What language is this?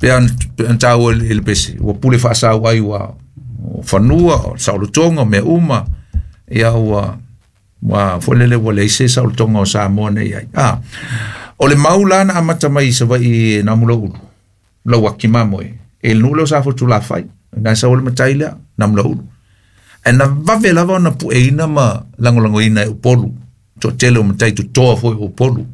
Samoan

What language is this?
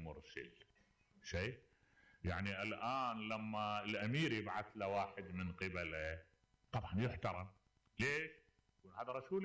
Mesopotamian Arabic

